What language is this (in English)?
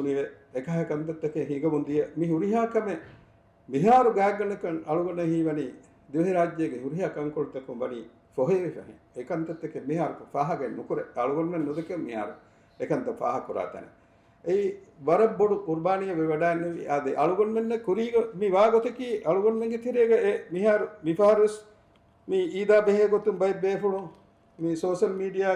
Divehi